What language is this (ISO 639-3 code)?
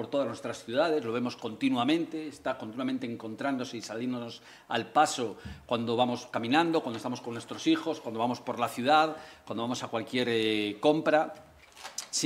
spa